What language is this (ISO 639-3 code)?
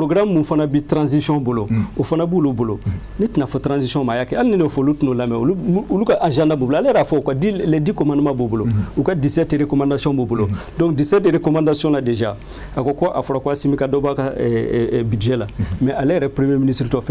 bam